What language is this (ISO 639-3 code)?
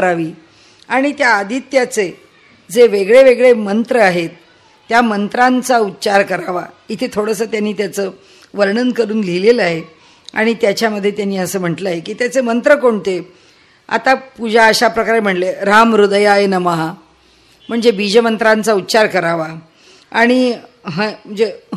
mar